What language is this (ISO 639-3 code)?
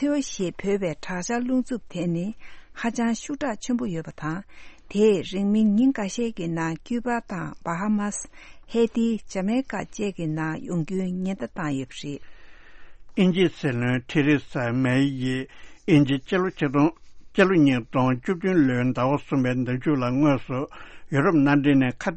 bod